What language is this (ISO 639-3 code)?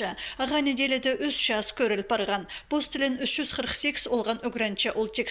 kjh